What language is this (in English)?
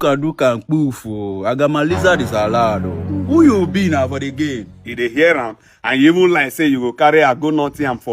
Nigerian Pidgin